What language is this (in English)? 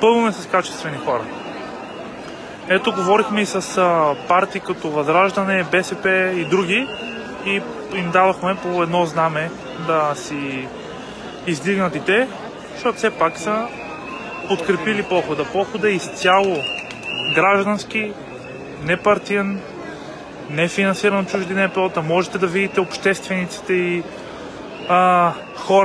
Bulgarian